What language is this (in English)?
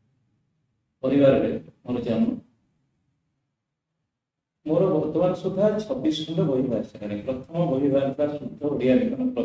Odia